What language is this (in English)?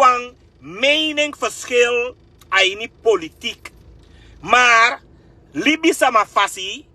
Sranan Tongo